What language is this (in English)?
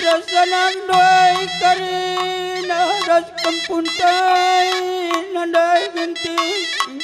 Batak Karo